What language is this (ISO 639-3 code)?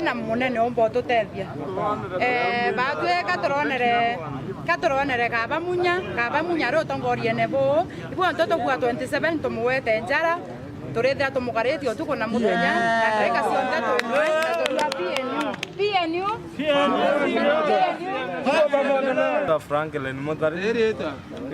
mer